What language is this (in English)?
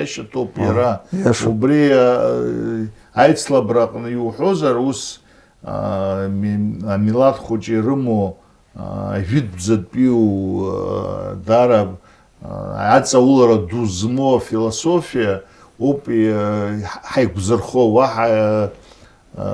Abkhazian